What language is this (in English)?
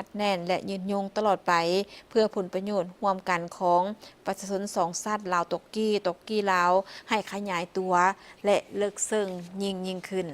Lao